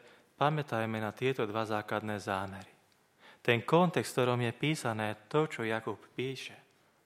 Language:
Slovak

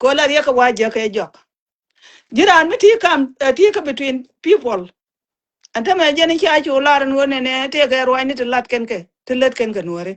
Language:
Nuer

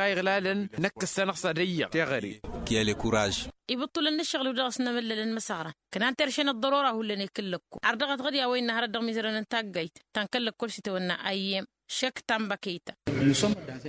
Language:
Tamasheq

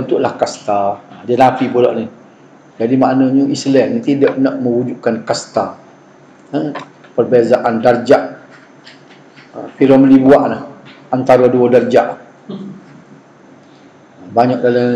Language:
Malay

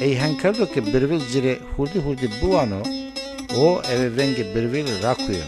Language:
Zaza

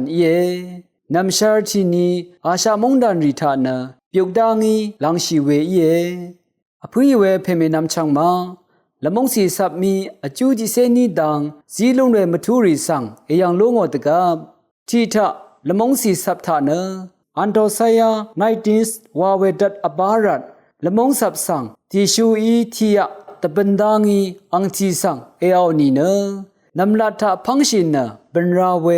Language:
Rawang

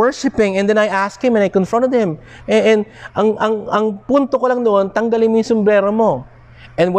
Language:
Filipino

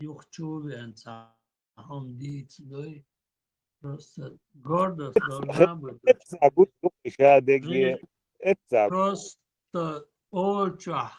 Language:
Chechen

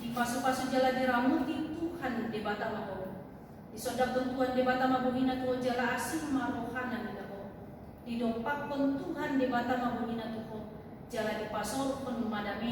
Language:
Batak Toba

